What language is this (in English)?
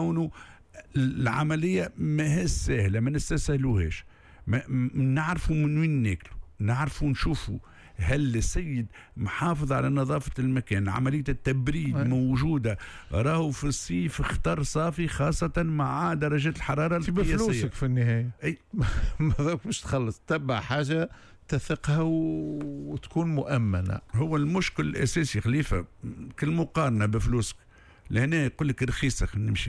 Tunisian Arabic